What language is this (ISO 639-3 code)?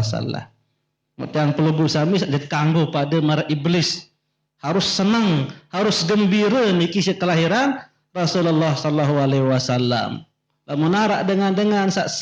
sas